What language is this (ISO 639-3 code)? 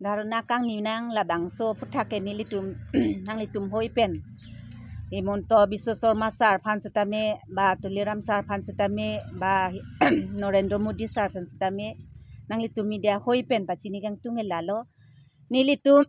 mjw